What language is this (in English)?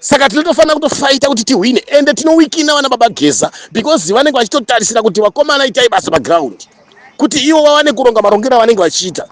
Shona